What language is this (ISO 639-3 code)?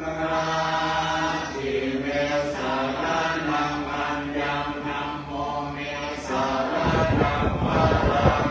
pli